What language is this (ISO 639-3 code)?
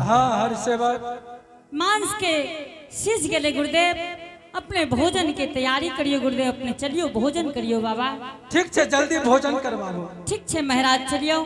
anp